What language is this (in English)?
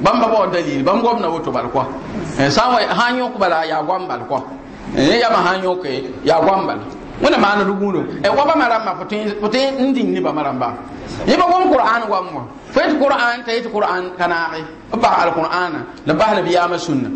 Mossi